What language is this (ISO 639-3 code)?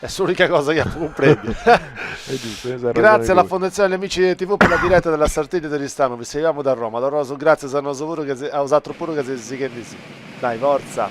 srd